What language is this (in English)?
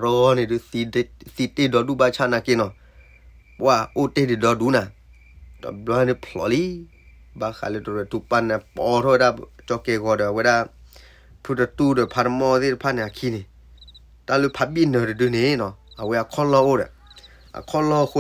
S'gaw Karen